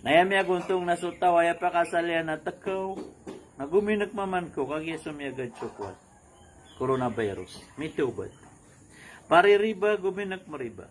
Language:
Maranao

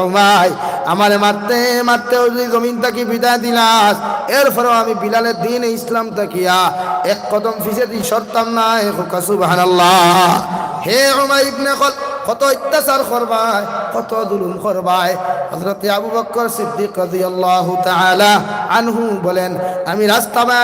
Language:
Sylheti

